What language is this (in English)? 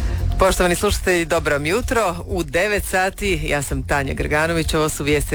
Croatian